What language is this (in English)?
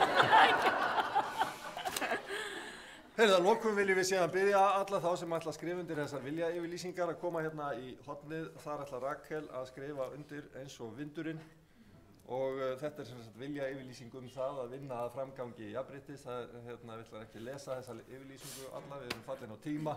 Icelandic